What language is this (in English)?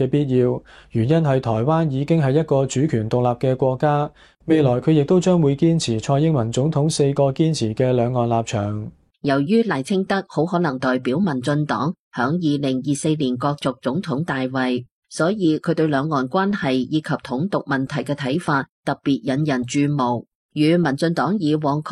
Cantonese